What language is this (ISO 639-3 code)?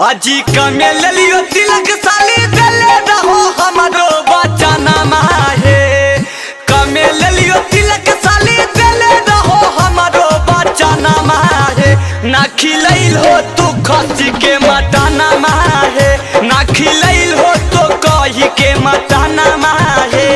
mag